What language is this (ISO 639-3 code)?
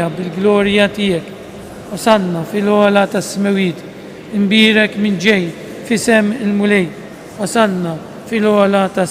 mlt